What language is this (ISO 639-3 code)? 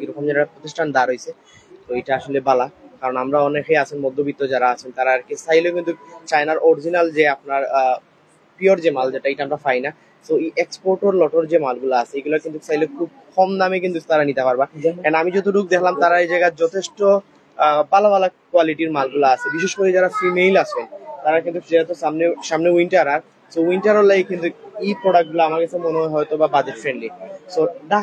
syl